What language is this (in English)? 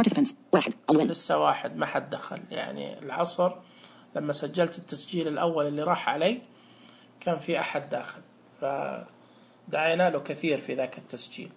Najdi Arabic